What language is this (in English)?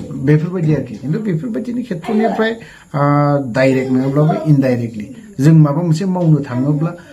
Bodo